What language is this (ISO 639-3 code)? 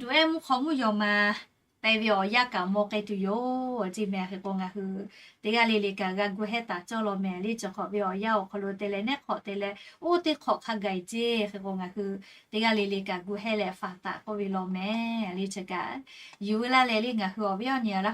lhu